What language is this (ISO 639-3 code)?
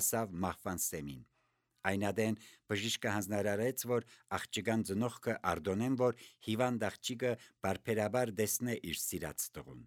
hye